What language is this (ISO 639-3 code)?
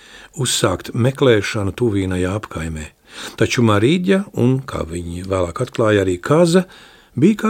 lav